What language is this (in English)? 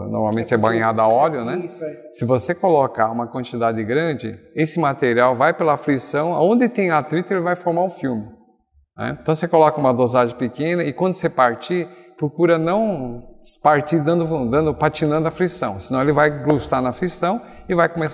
Portuguese